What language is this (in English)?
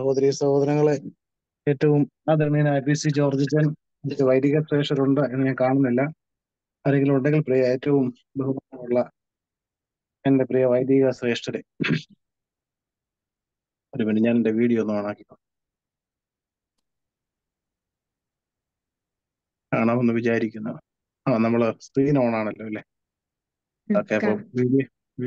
Malayalam